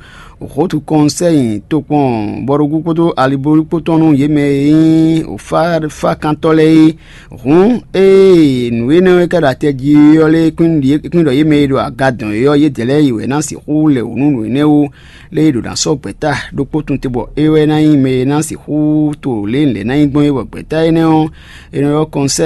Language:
Fon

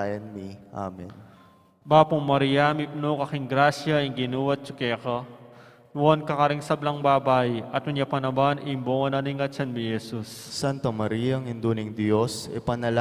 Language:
Pampanga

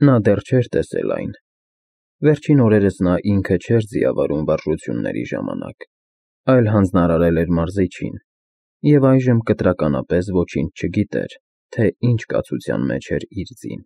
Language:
Armenian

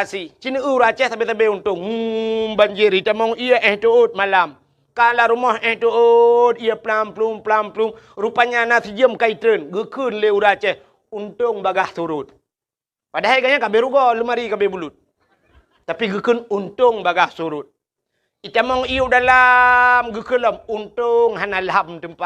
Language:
Achinese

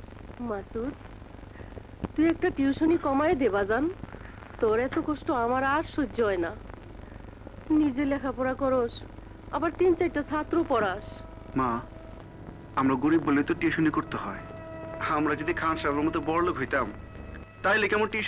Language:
Bangla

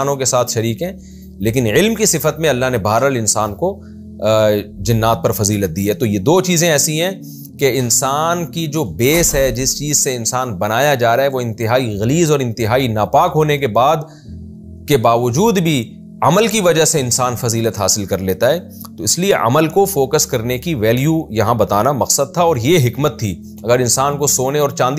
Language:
Urdu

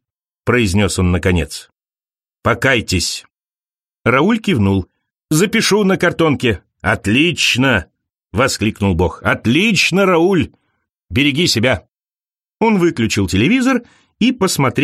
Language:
Russian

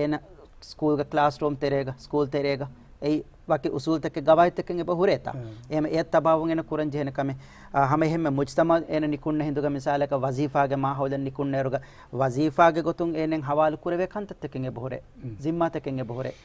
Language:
Divehi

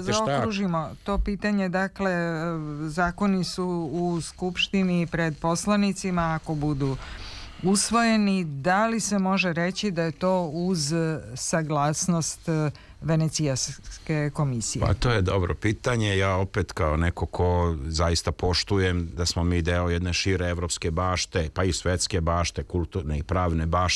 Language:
Serbian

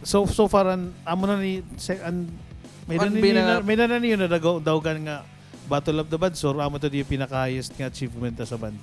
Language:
Waray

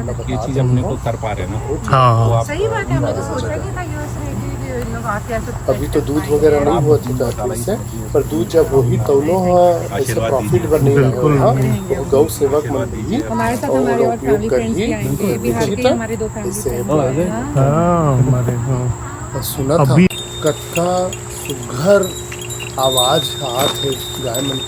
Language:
Chhattisgarhi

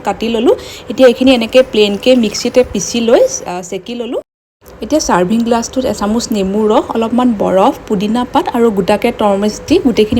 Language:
Assamese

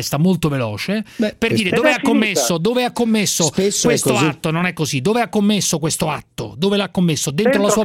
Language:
Italian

